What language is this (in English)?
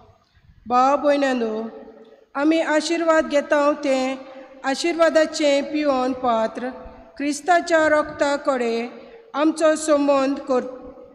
Konkani